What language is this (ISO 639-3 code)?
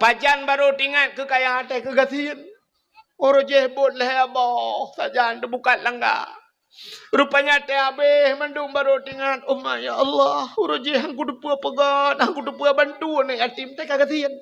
ace